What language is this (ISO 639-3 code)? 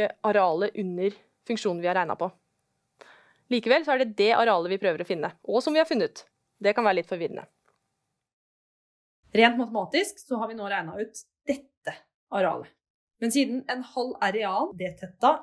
nor